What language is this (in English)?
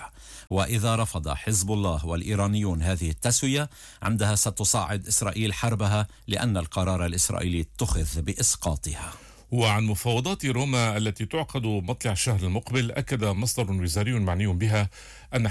Arabic